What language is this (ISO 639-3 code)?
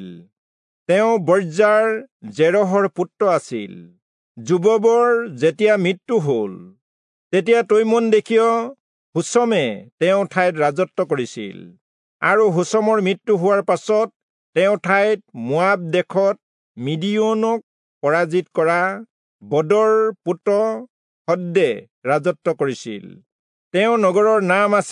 asm